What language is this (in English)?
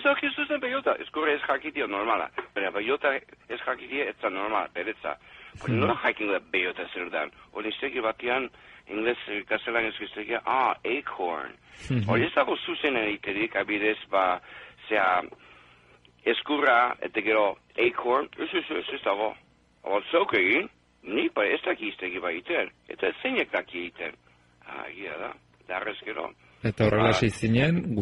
Basque